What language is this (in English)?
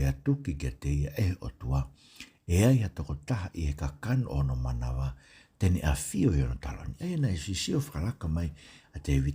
Tongan